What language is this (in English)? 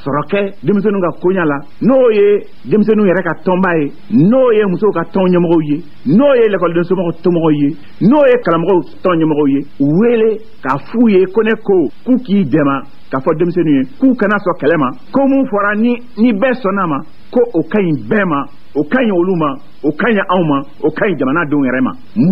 Bambara